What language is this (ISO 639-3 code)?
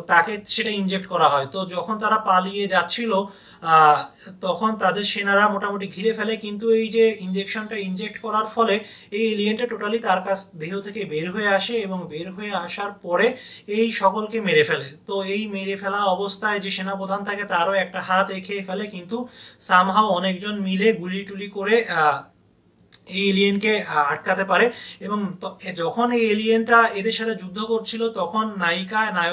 ben